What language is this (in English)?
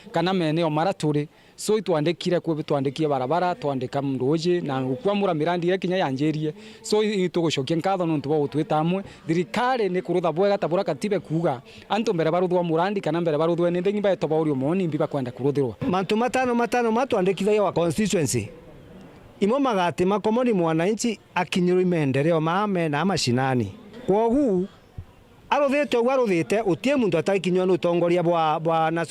Meru